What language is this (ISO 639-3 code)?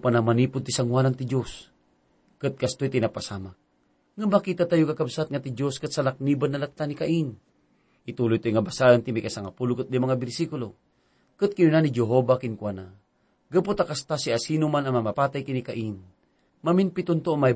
ilo